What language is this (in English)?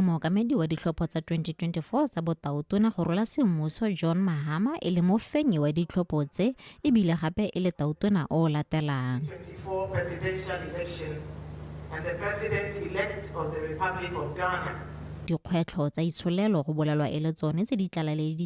Tswana